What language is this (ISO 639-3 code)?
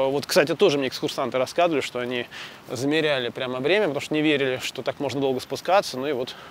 rus